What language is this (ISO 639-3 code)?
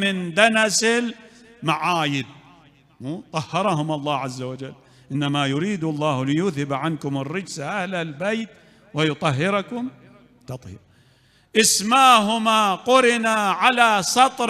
acm